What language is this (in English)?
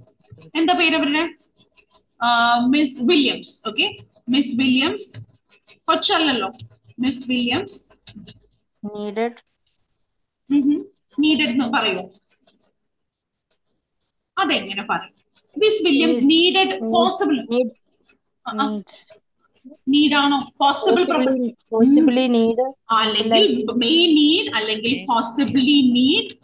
Malayalam